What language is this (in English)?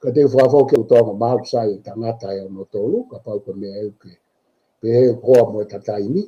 Tongan